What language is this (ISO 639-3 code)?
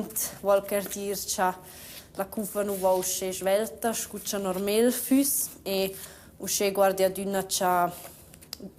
roh